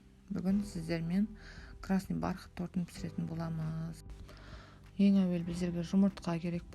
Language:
Kazakh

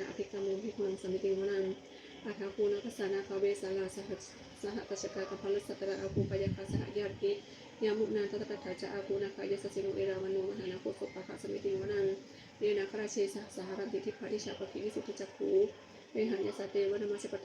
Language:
Pali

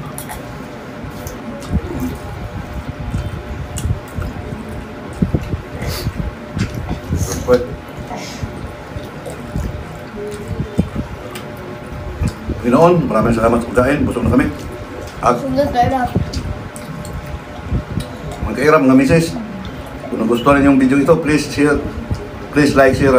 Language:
Filipino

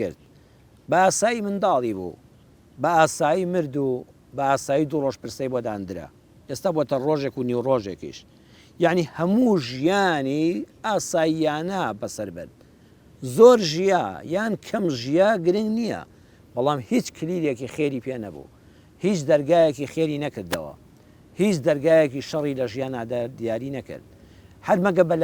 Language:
Central Kurdish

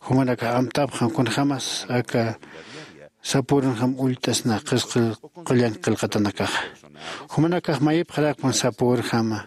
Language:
Aymara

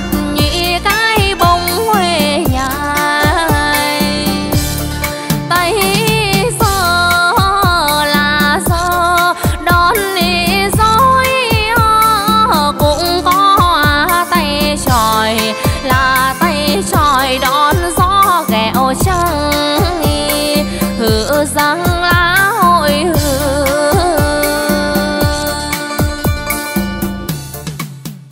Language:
Vietnamese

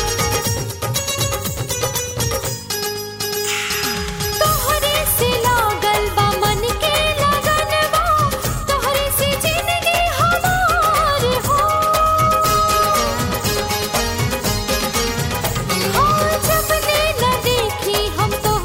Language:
Bhojpuri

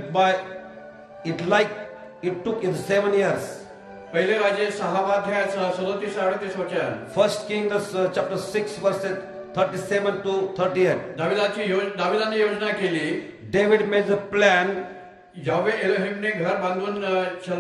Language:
Marathi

